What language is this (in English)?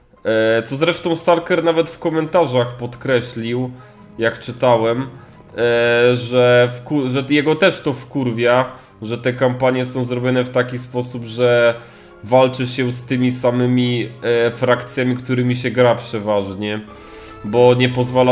Polish